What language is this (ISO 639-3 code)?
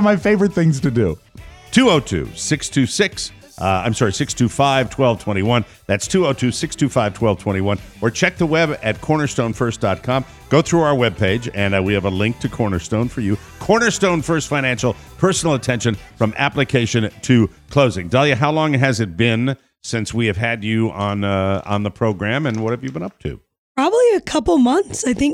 eng